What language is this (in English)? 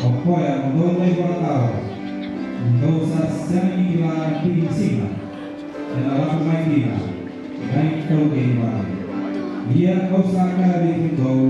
Fijian